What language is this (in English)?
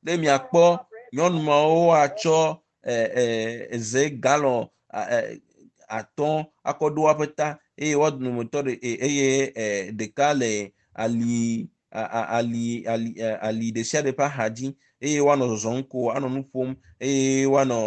Ewe